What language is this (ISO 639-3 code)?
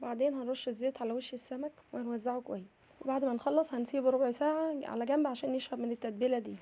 arz